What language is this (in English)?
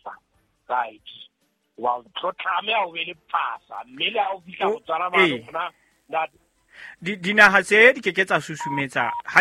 Southern Sotho